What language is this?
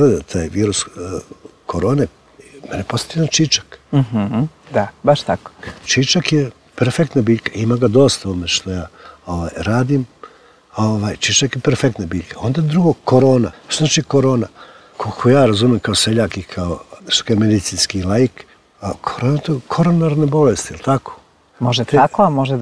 Serbian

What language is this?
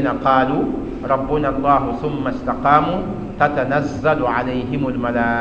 Mossi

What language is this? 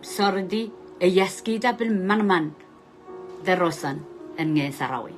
Pohnpeian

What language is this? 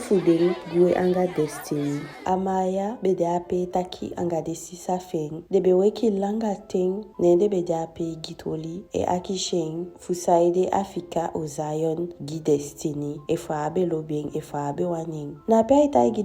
Eastern Maroon Creole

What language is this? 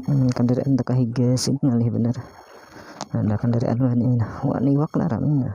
Banjar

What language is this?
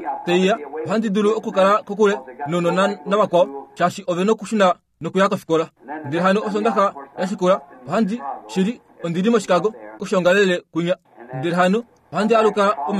Kuanyama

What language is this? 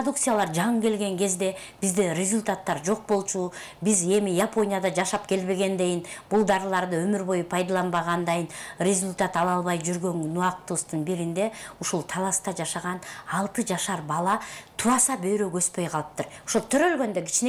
Kyrgyz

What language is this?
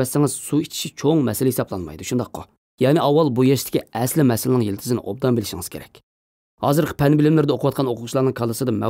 Uyghur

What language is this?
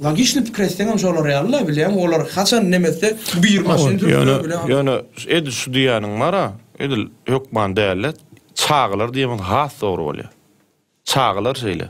Turkmen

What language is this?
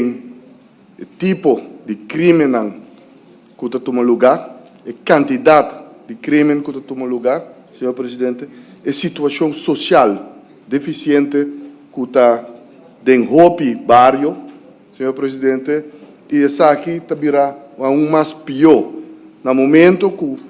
Papiamento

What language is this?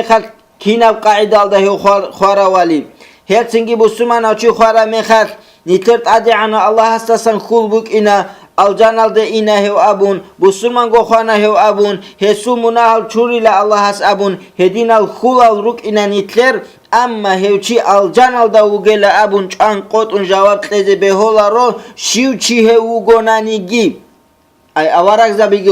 Avaric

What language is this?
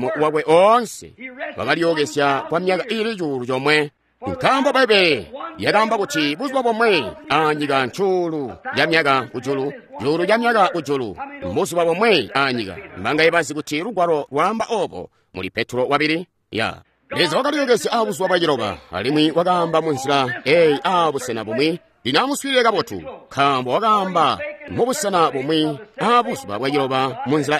Tonga (Zambia)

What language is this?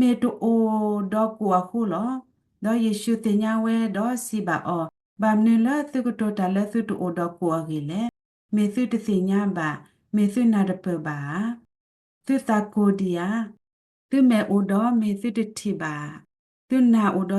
S'gaw Karen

